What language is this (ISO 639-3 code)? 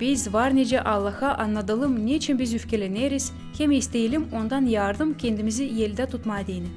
gag